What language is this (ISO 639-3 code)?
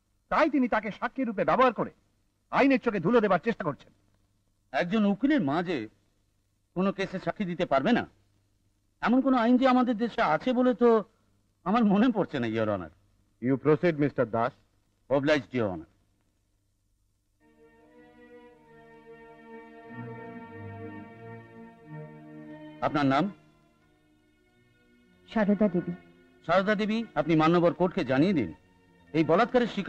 ben